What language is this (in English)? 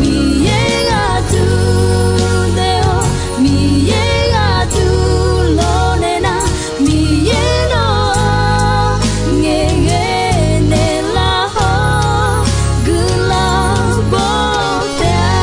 Akha